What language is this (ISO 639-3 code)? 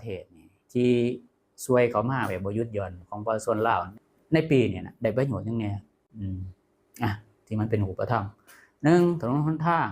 lao